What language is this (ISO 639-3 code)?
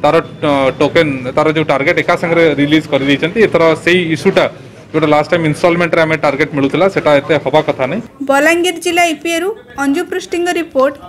ori